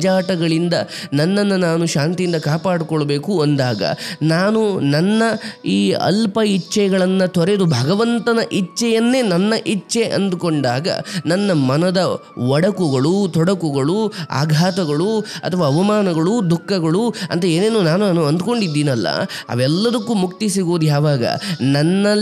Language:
Kannada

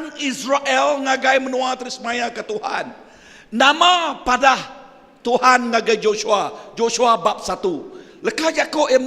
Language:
Iban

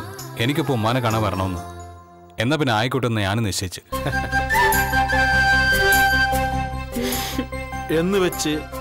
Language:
Malayalam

